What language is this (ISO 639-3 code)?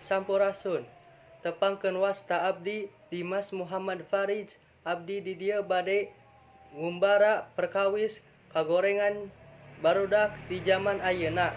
sun